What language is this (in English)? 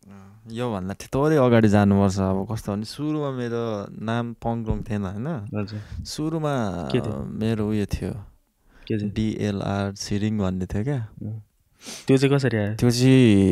Nepali